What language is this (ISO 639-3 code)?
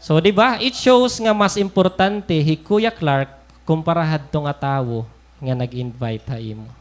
war